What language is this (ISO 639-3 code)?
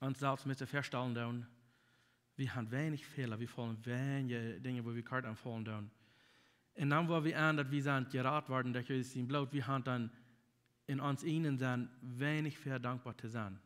pdt